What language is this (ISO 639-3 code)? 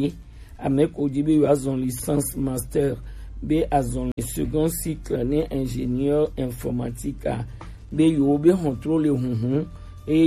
gej